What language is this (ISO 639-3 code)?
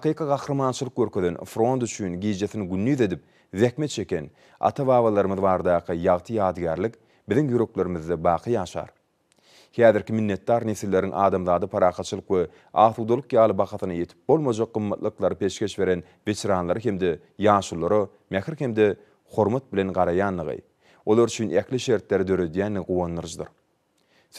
tuk